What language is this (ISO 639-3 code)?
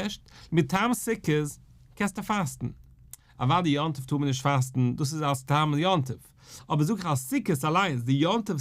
yid